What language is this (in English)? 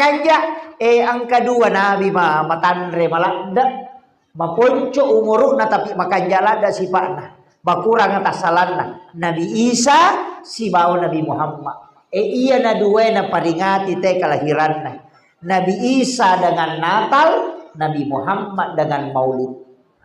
Buginese